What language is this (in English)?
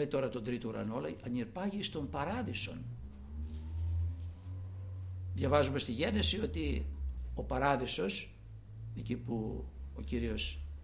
Greek